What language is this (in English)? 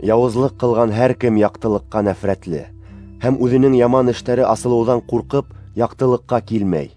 Bashkir